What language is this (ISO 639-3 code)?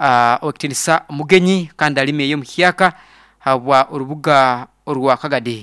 nyo